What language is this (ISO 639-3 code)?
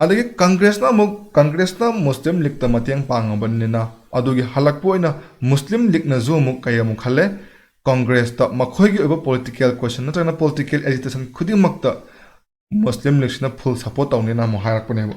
mni